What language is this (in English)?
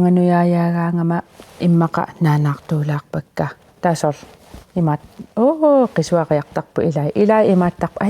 Kalaallisut